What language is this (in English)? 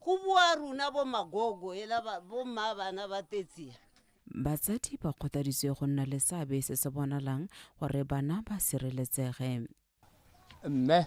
Tswana